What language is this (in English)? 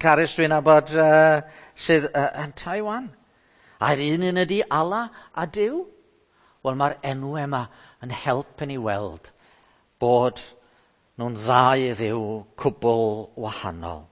Welsh